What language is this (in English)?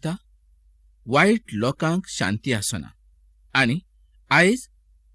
Konkani